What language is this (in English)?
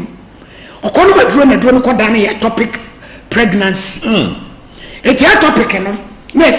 Akan